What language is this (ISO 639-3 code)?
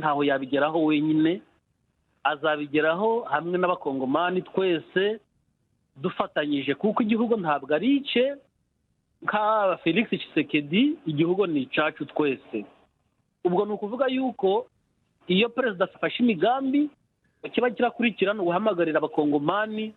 kin